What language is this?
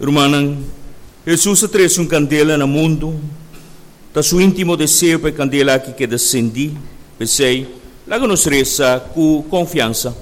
Papiamento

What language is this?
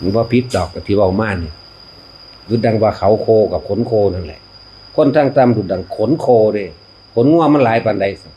Northeastern Thai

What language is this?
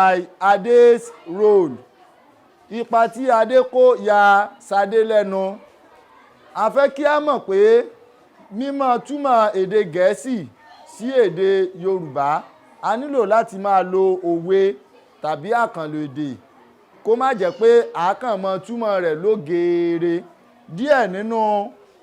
Yoruba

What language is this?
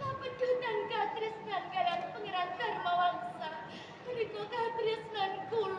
Javanese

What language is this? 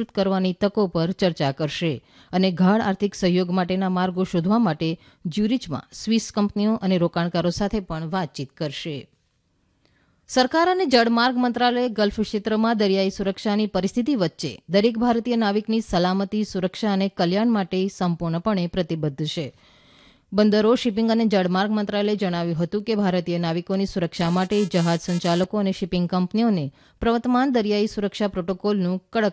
Gujarati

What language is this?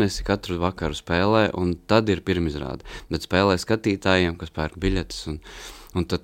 Latvian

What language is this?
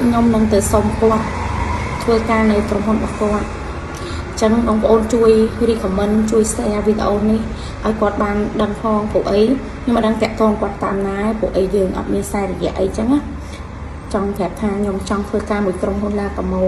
Khmer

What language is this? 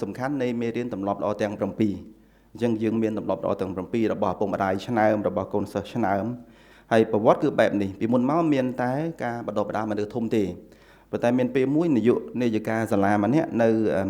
Khmer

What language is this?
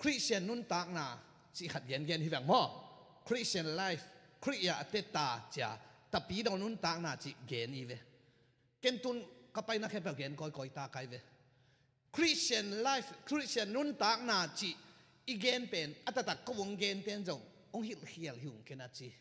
Tedim Chin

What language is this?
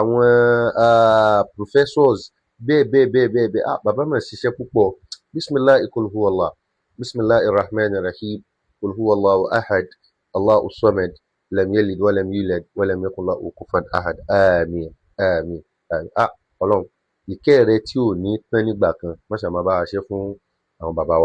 Yoruba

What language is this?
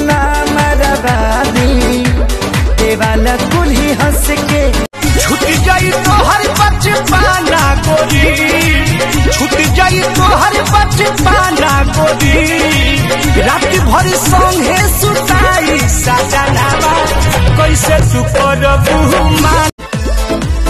Bhojpuri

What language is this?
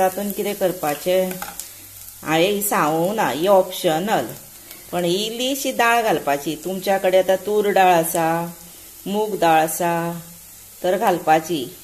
Konkani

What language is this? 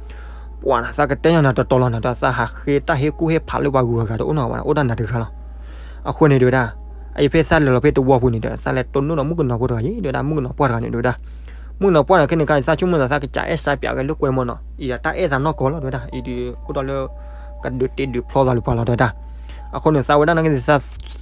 S'gaw Karen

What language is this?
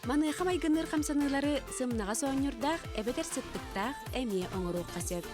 Yakut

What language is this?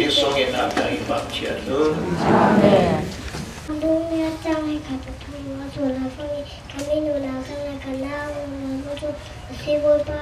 Falam Chin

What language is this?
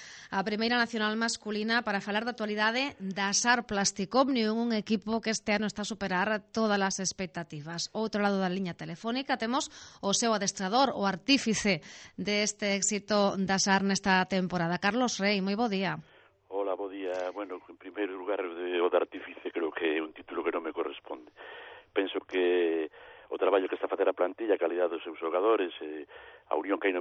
Galician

